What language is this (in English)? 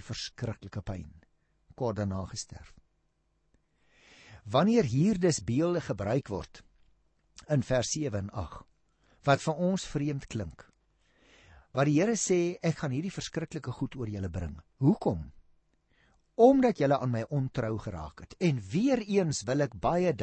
Afrikaans